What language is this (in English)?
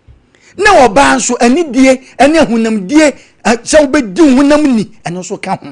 Akan